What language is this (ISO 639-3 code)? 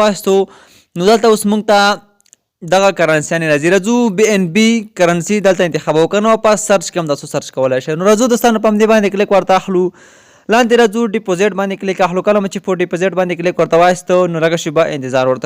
pus